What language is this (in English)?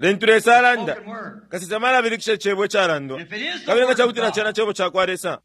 Bemba